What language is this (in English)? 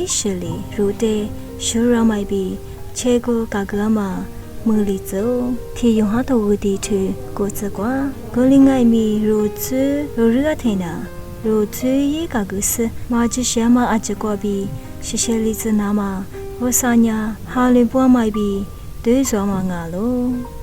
Lisu